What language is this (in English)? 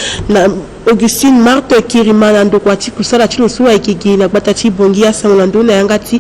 Sango